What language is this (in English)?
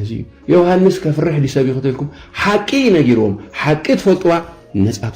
Tigrinya